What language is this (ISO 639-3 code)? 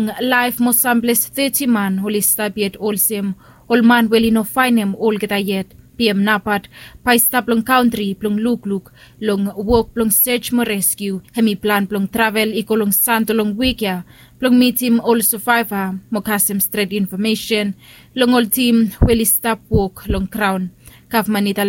bis